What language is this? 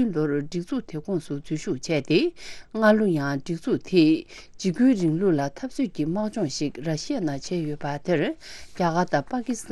Tibetan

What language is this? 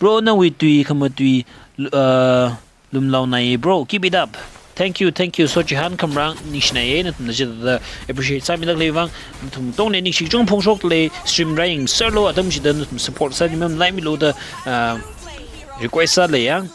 Tangkhul Naga (India)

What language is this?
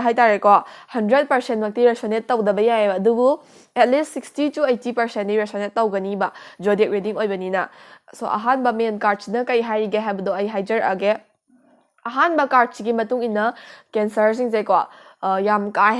Manipuri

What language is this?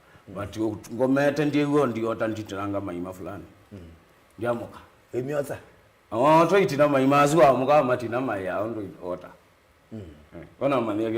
Kamba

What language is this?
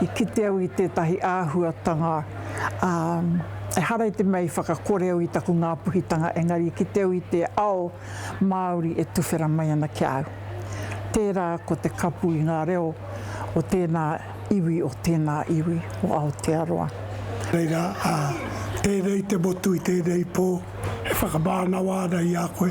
Māori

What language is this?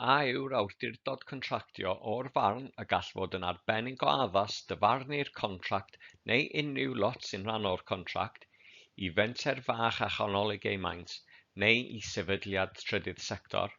Welsh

